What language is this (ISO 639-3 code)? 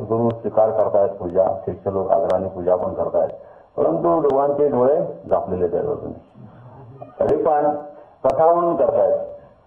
mar